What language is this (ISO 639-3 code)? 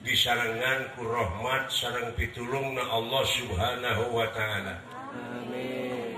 sun